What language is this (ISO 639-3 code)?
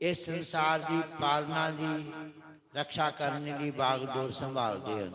doi